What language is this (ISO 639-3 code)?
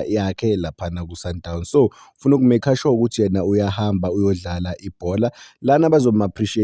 zul